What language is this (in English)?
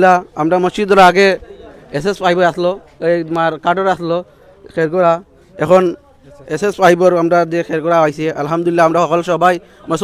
Sylheti